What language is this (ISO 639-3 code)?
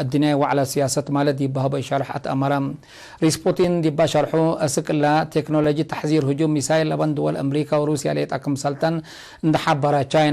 tig